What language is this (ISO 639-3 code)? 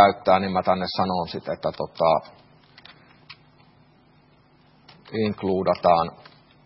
fin